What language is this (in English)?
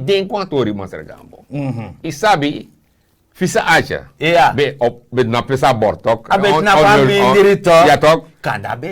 Sranan Tongo